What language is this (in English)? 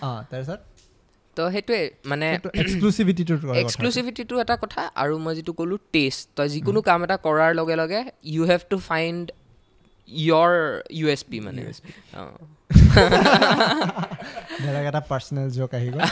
Assamese